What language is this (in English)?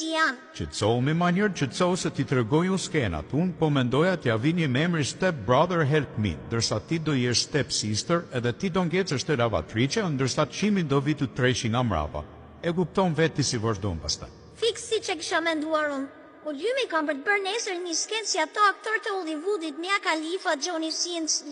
Albanian